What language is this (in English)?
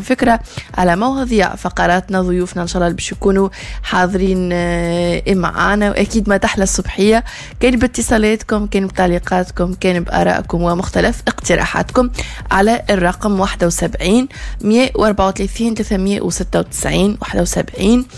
Tunisian Arabic